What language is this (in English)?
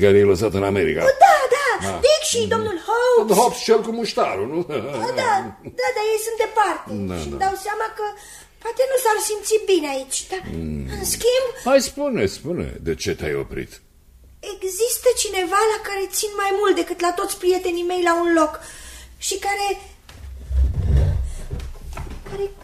Romanian